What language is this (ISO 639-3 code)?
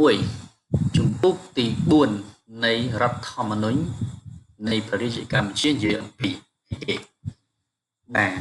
khm